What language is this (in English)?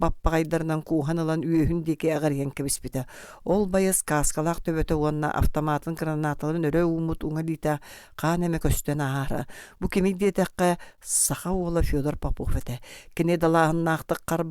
Yakut